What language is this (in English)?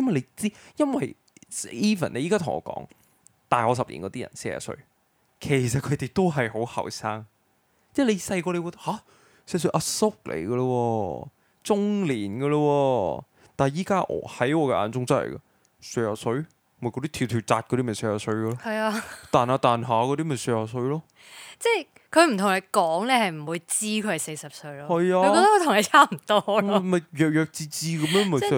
Cantonese